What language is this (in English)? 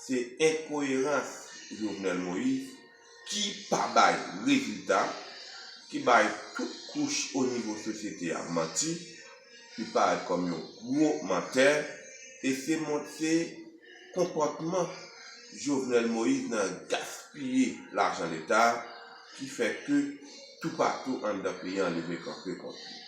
Haitian Creole